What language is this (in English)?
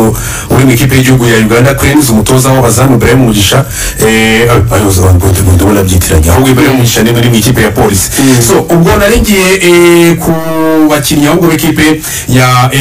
Kinyarwanda